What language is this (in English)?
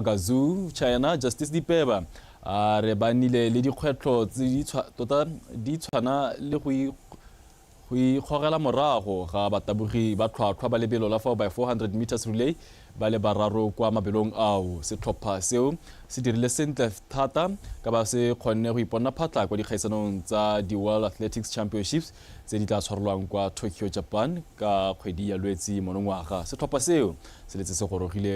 Tswana